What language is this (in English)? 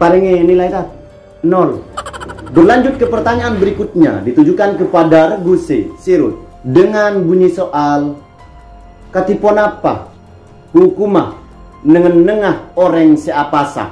Madurese